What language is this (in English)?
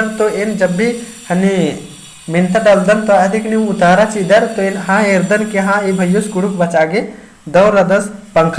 Kurukh